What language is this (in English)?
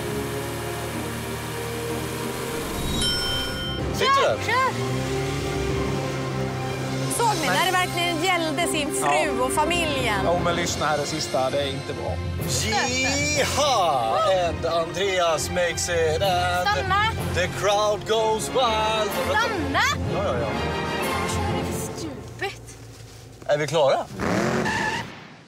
Swedish